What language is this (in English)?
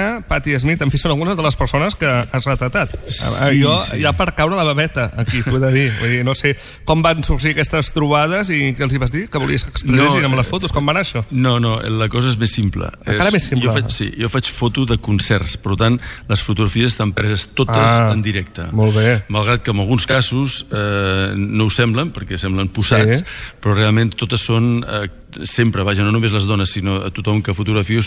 Catalan